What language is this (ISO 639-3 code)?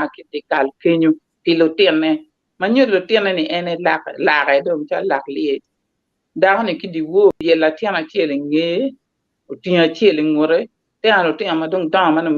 ach